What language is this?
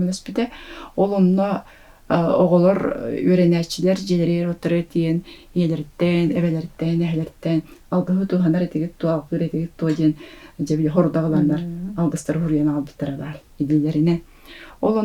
Yakut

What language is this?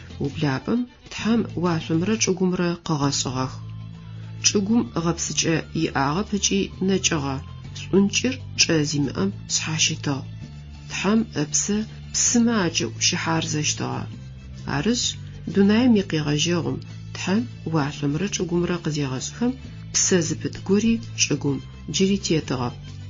Adyghe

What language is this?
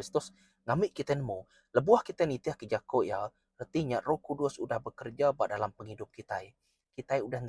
Iban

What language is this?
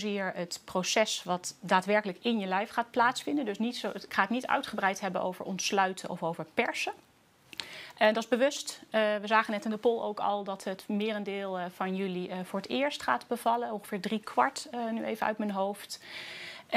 Dutch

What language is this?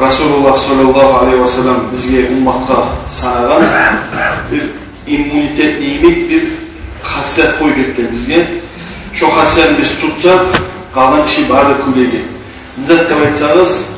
Kumyk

